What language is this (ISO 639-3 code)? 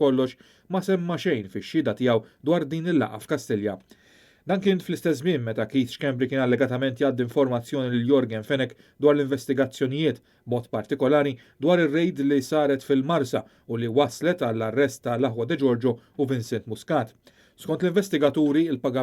mlt